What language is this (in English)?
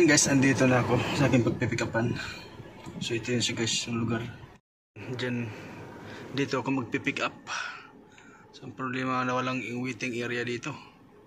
Filipino